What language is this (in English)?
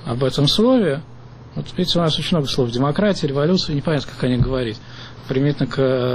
Russian